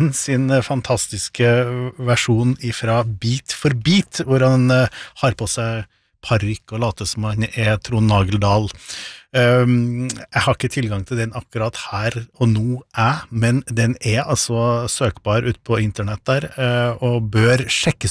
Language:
Norwegian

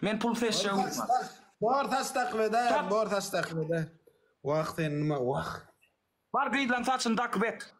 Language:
Turkmen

